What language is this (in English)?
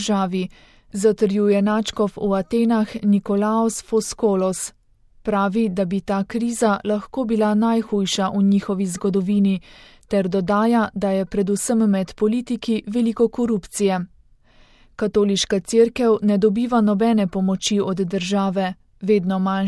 Slovenian